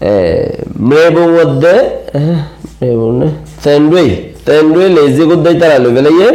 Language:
Rohingya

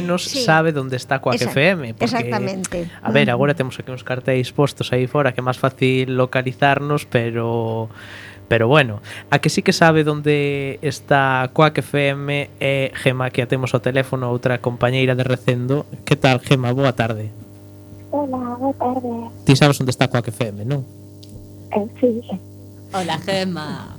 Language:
Galician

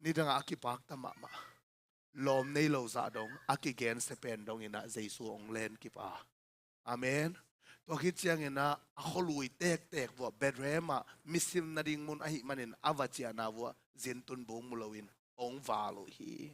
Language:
Tedim Chin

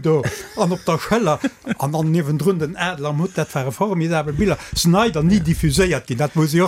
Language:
Luxembourgish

